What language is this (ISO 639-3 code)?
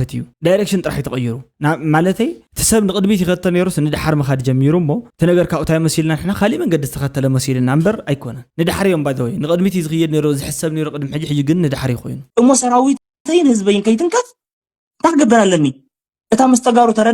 tir